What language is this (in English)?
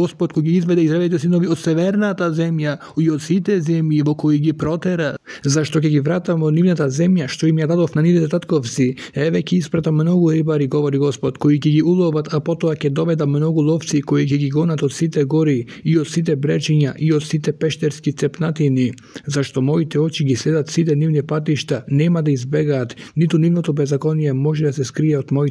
Macedonian